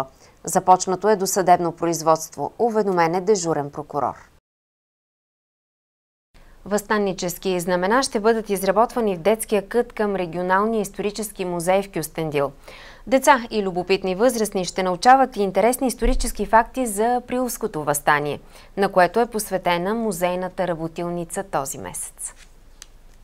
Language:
Bulgarian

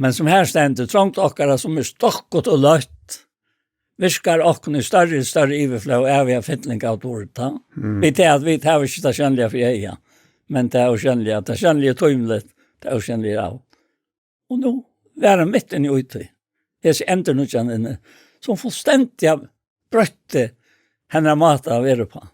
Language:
Faroese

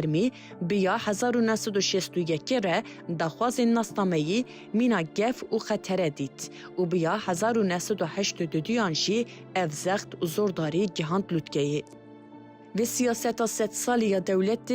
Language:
Kurdish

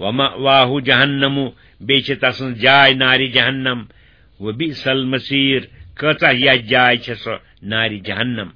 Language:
Kashmiri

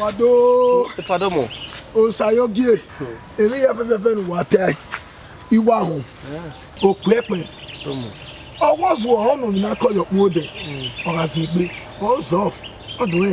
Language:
Bini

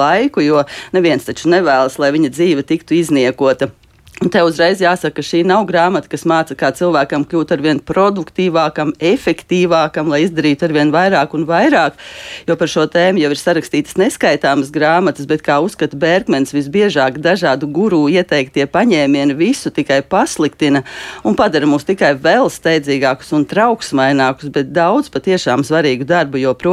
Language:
Latvian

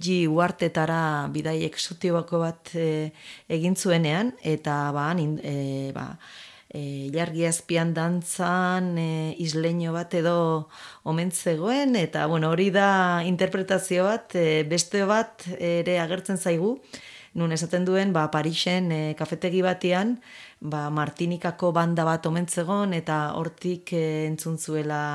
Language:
Basque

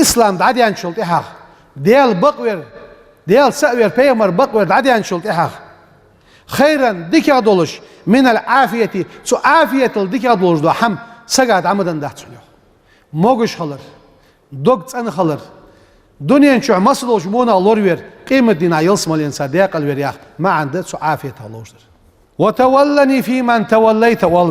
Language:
Ingush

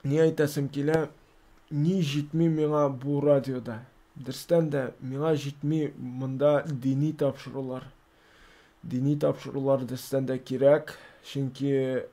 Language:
Tatar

